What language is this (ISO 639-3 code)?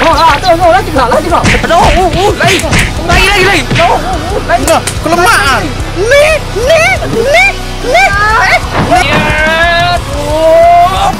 mui